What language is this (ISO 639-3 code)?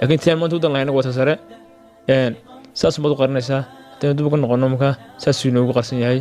som